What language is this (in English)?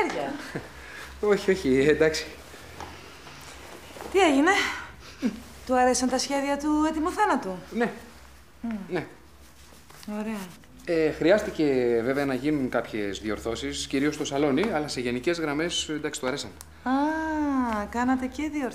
Greek